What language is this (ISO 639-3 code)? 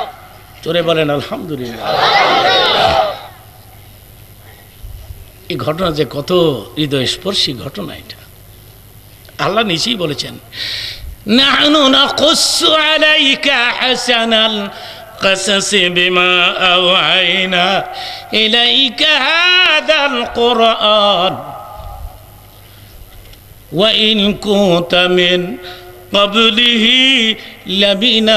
ben